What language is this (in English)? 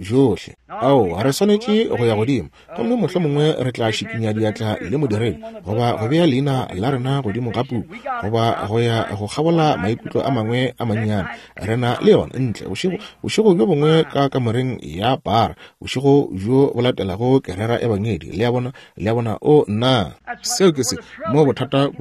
Northern Sotho